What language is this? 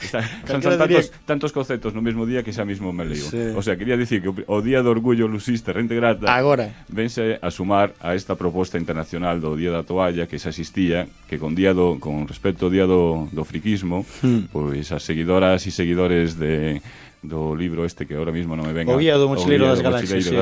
Galician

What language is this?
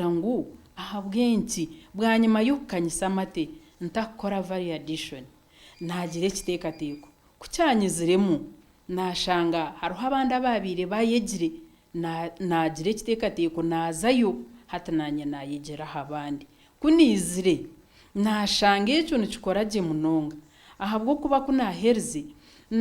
Nyankole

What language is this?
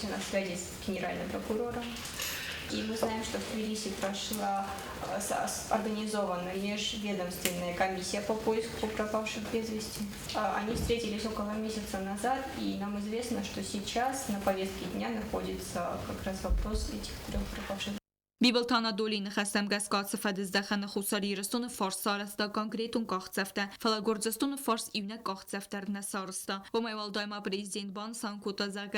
Ossetic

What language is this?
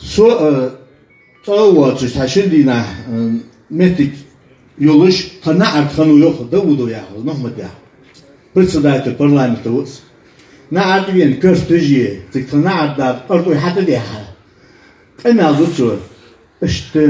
Ingush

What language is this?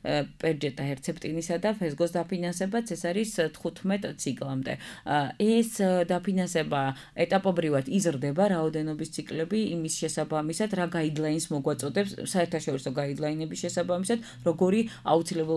Georgian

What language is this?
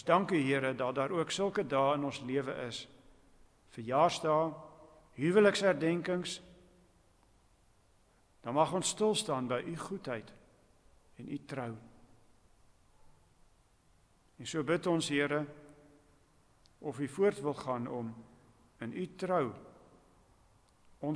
Afrikaans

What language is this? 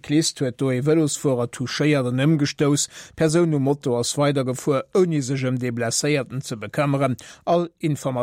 Luxembourgish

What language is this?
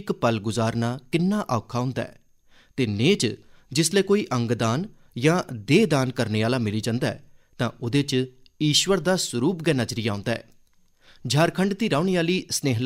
Dogri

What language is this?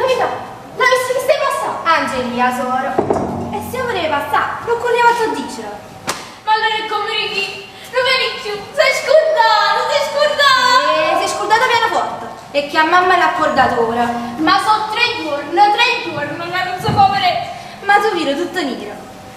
Neapolitan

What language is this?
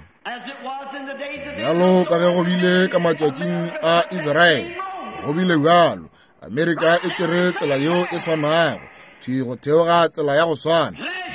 Northern Sotho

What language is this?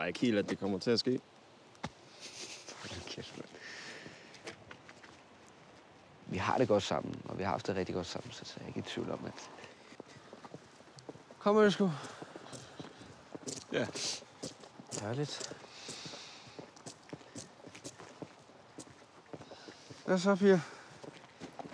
Danish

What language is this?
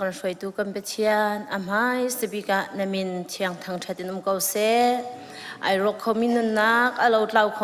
Hakha Chin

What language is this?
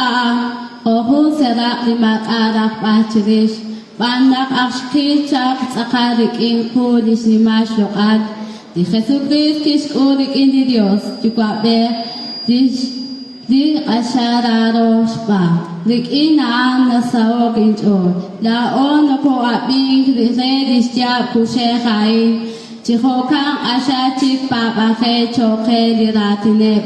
Kekchí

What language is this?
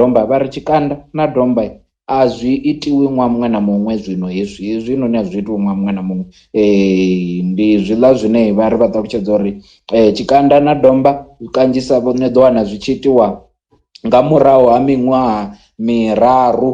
Venda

